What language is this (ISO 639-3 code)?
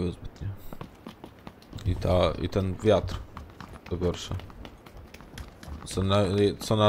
pol